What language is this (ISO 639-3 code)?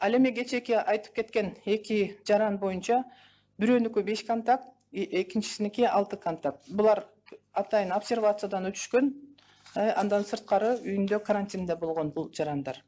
kir